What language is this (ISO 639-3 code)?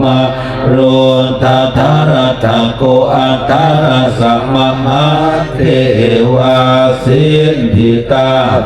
pli